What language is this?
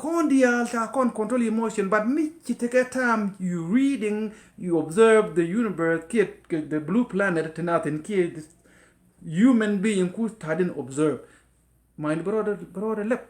Nuer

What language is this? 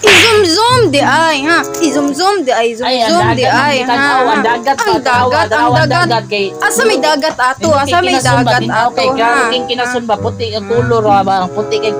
Cebuano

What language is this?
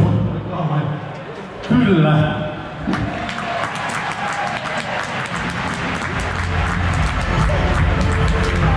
Finnish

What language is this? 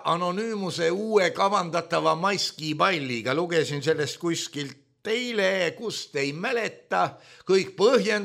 Estonian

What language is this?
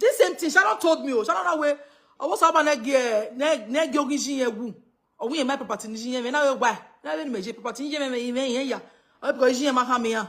Nigerian Pidgin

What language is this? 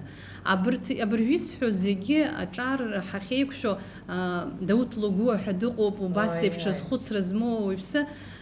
Abkhazian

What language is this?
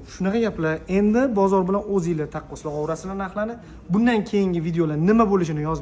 Uzbek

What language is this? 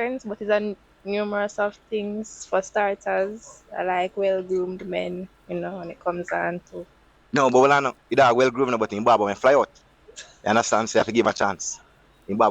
Jamaican Creole English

